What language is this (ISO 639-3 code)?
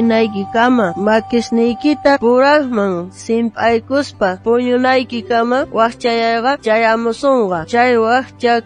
quh